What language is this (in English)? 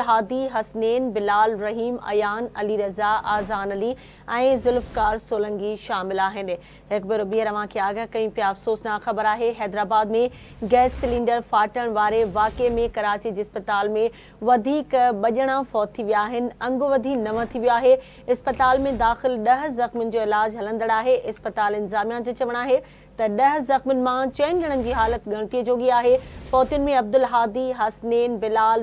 Sindhi